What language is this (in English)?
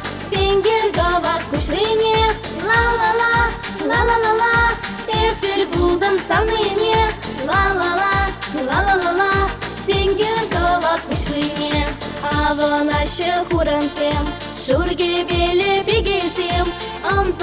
Chuvash